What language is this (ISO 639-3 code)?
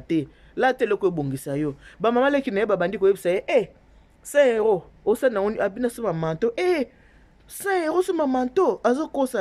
lin